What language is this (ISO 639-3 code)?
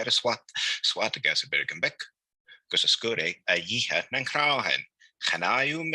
gla